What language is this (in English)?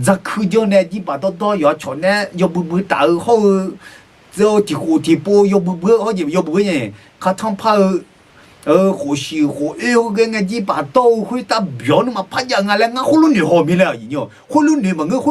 Akha